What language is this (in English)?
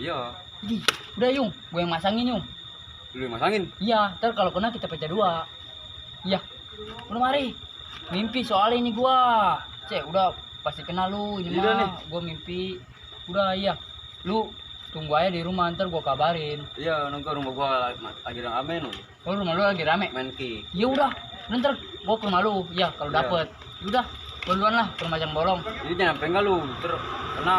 Betawi